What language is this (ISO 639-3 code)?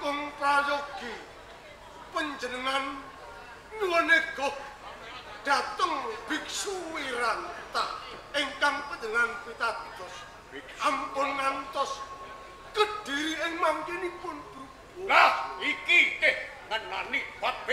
jav